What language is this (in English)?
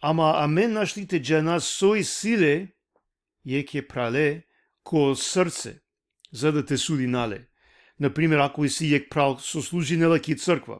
Balkan Romani